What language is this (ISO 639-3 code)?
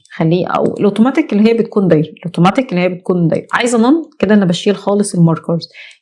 arz